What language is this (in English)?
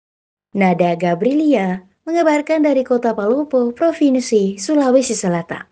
Indonesian